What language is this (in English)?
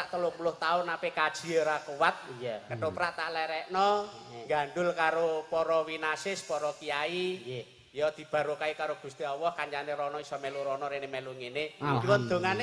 Javanese